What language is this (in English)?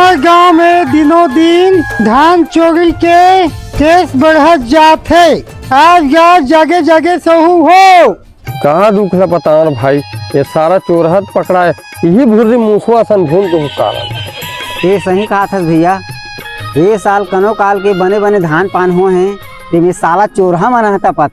Chhattisgarhi